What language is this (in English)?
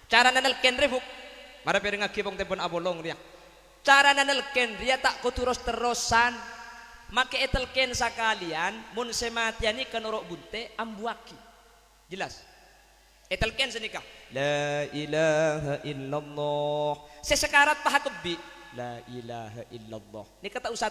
Madurese